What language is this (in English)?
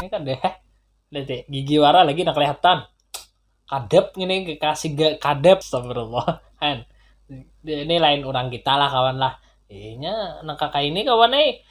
Banjar